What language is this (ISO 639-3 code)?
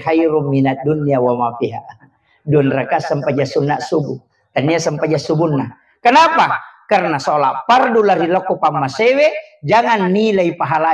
bug